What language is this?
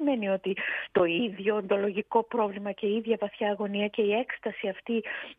Greek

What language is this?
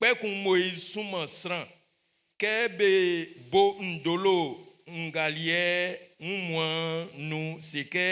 Baoulé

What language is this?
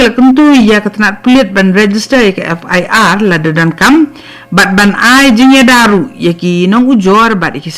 Khasi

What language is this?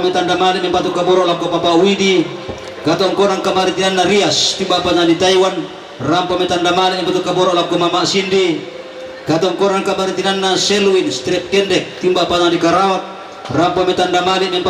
Toraja-Sa'dan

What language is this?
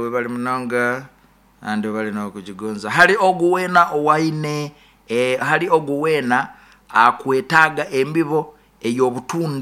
Nyoro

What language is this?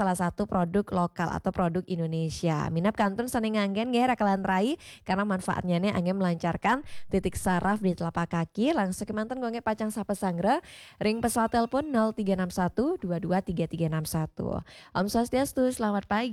Balinese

